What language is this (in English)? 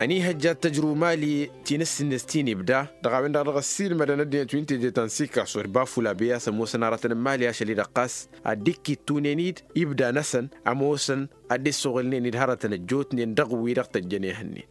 Tamasheq